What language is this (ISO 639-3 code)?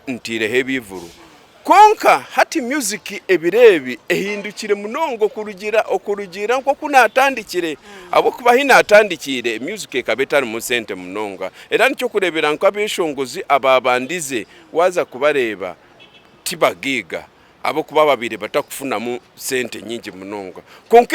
nyn